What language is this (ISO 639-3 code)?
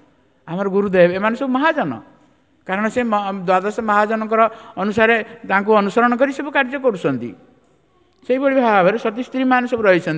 ori